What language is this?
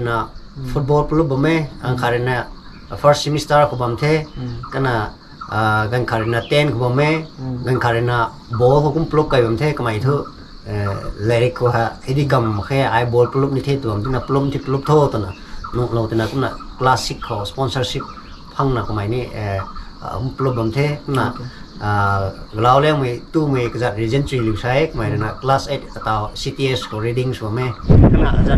Rongmei Naga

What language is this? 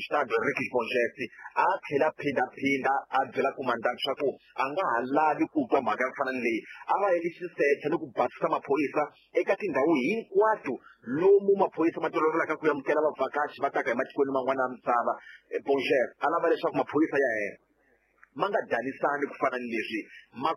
Tsonga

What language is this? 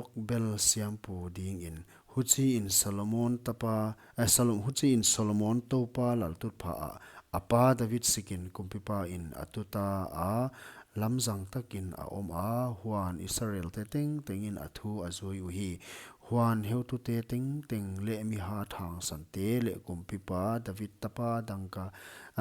Paite Chin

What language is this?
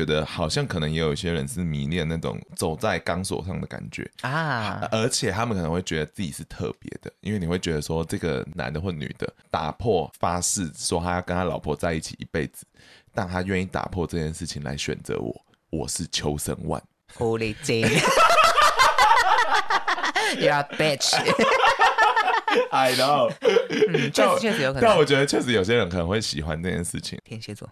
Chinese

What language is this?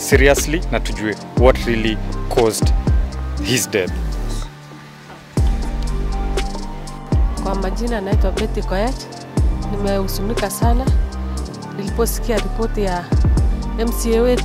Swahili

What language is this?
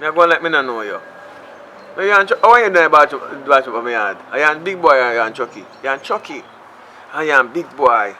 Jamaican Creole English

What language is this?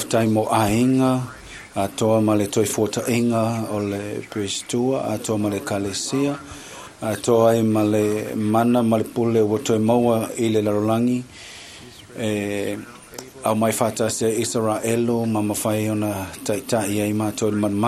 Samoan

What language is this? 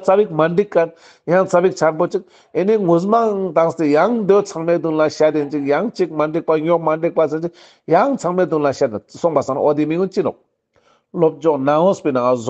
Ladakhi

